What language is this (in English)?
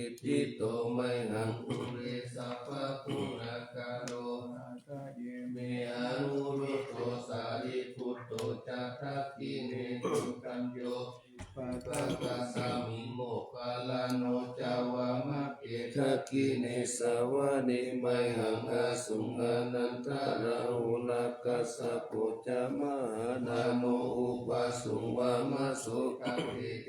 Pali